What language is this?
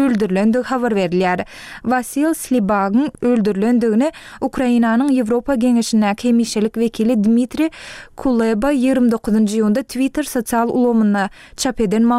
Turkmen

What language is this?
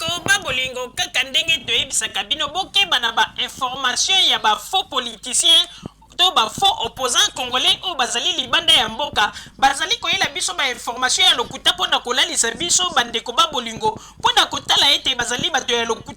Lingala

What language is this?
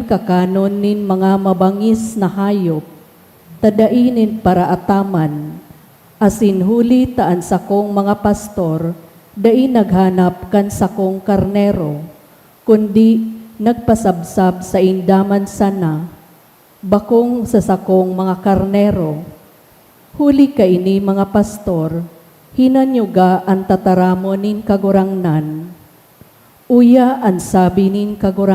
Bikol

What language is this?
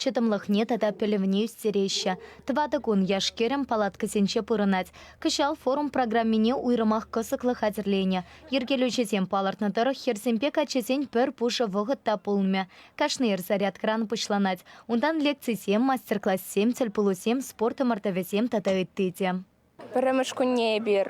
Chuvash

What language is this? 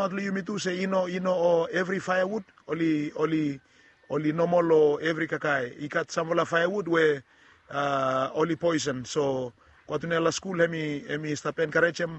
Bislama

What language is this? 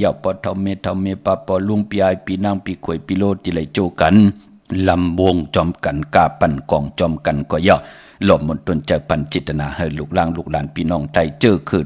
Shan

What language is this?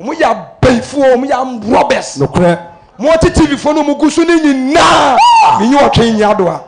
Akan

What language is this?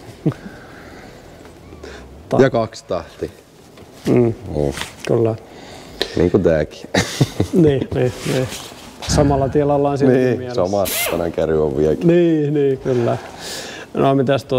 Finnish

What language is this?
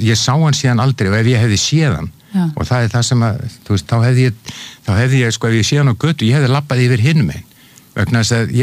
Icelandic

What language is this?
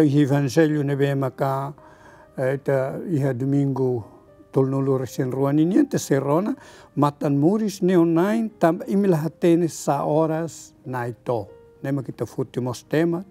Tetum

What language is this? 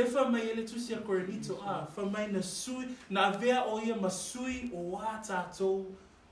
Samoan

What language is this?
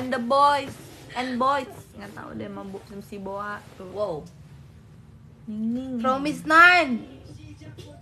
Indonesian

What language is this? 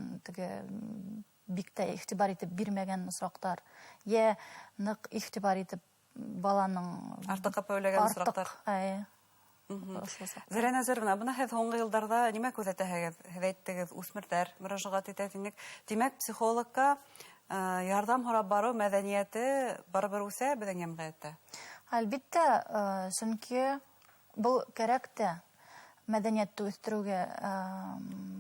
Bashkir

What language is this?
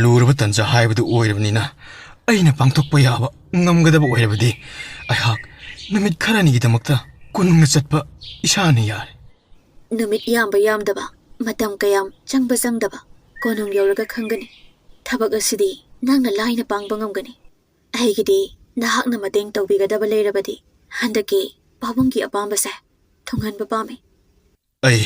Manipuri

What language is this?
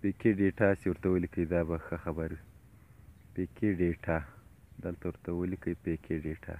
Pashto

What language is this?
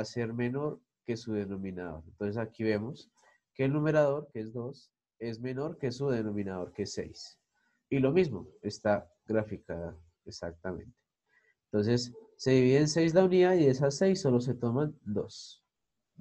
Spanish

